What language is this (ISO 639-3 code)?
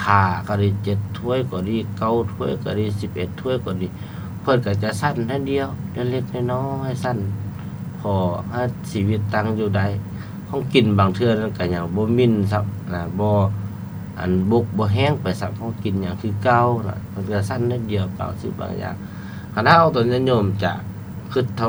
lao